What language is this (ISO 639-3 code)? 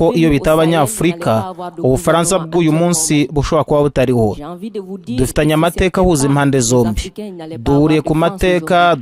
kin